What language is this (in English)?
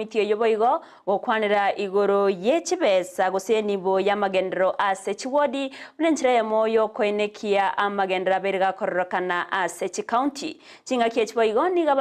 Gusii